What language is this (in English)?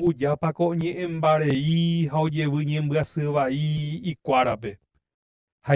Guarani